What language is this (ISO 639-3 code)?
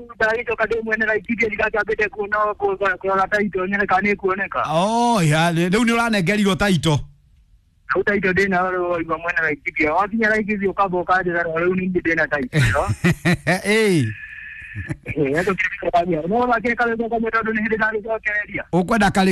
kik